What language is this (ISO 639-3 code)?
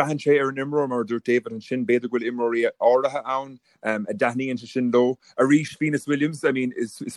gle